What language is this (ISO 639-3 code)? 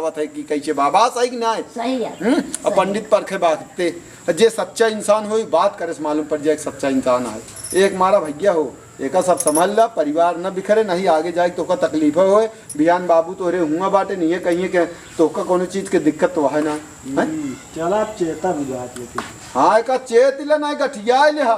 awa